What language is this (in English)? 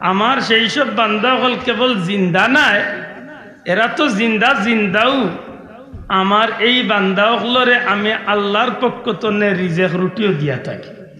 Sylheti